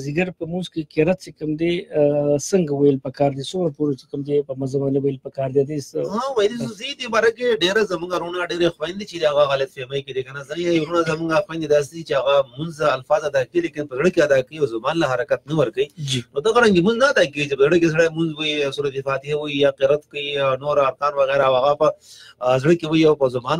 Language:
Pashto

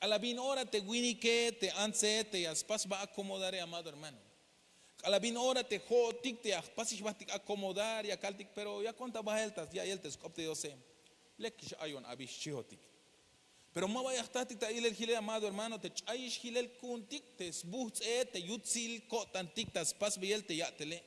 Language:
Tzeltal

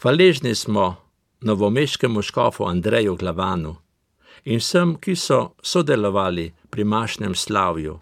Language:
Slovenian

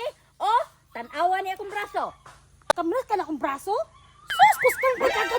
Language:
Cebuano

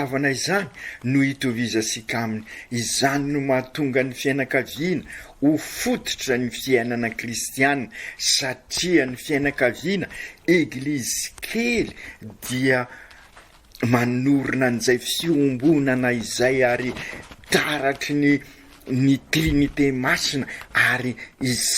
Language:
Malagasy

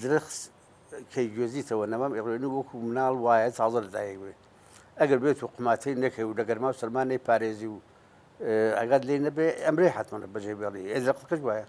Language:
Central Kurdish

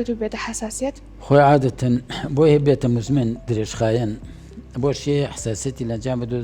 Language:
Central Kurdish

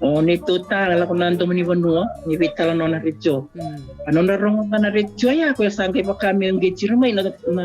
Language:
Fijian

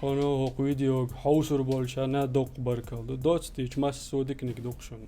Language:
Chechen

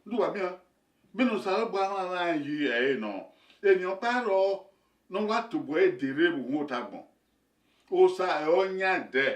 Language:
Bini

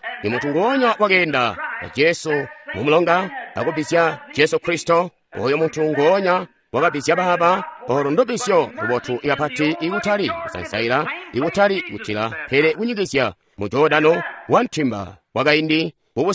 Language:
Tonga (Zambia)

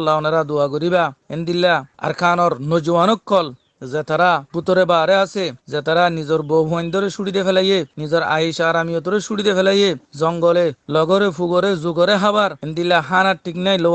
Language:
Rohingya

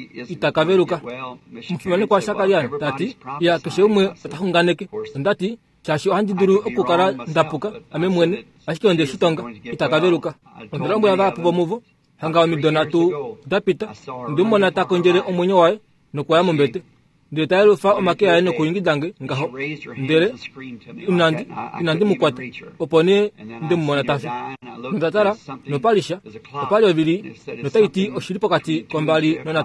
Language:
Kuanyama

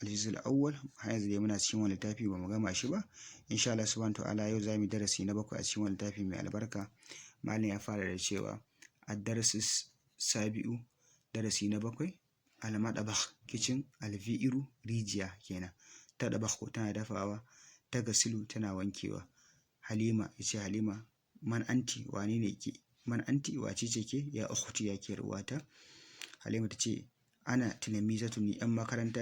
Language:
Hausa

